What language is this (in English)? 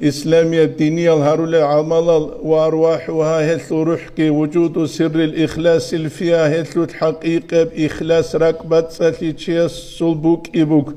Avaric